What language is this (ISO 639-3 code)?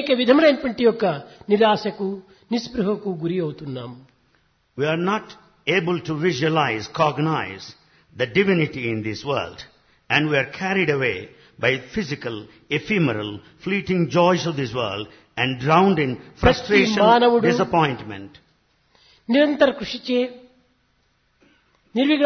tel